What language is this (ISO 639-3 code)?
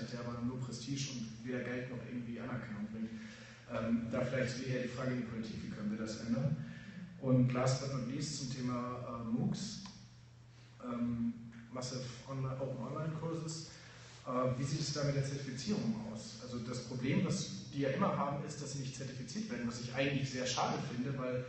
deu